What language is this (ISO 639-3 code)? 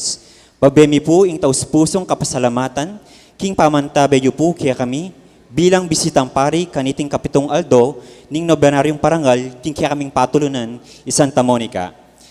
pam